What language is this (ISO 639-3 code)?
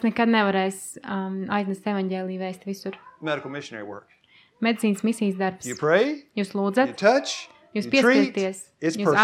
lav